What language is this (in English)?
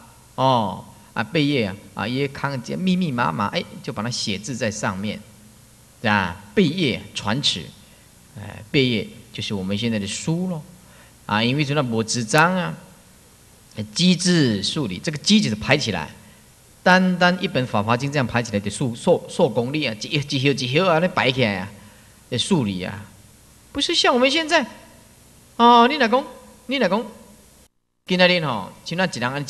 Chinese